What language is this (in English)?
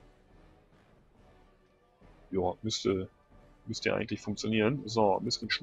German